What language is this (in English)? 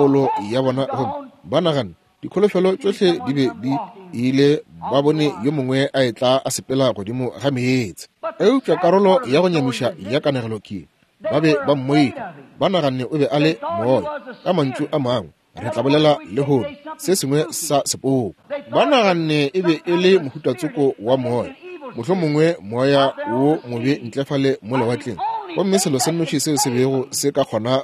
Northern Sotho